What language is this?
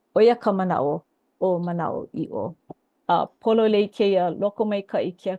Hawaiian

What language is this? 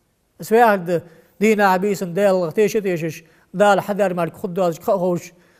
Ingush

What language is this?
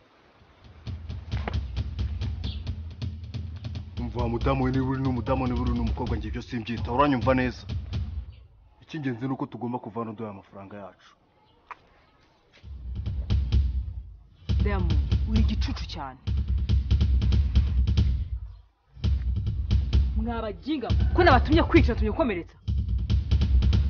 Kinyarwanda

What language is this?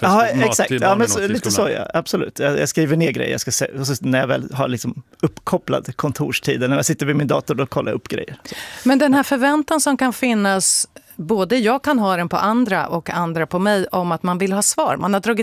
Swedish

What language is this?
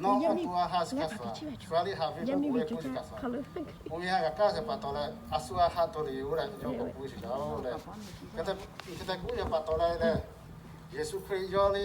Lahu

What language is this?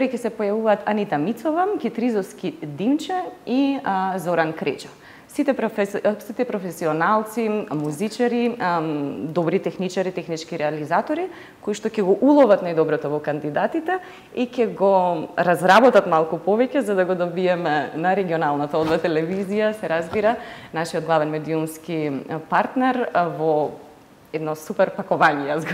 Macedonian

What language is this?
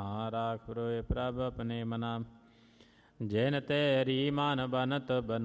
Punjabi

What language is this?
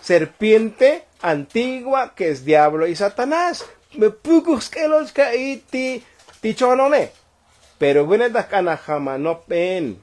Tzotzil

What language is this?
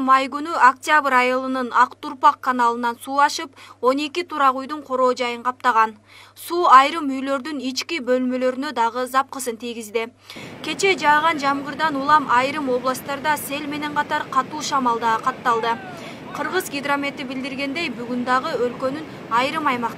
Kyrgyz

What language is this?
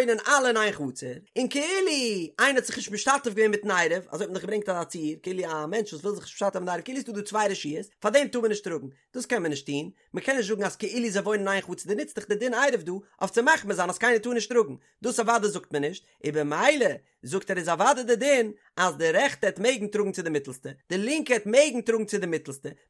Yiddish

